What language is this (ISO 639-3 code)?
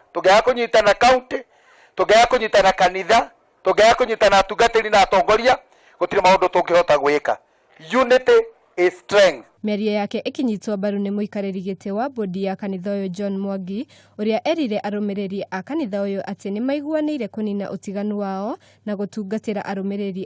kik